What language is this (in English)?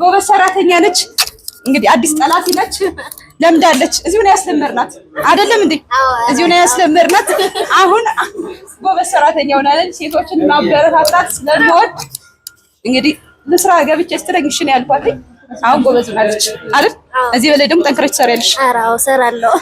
Amharic